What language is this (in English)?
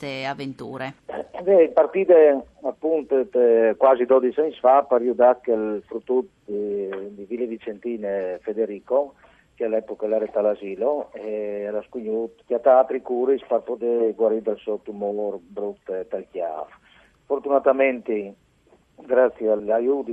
Friulian